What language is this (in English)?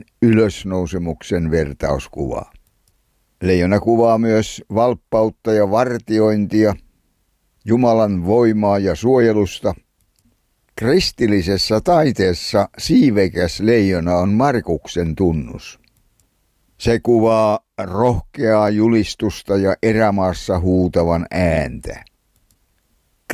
Finnish